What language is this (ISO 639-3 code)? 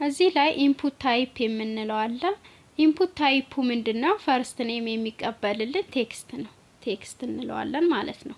amh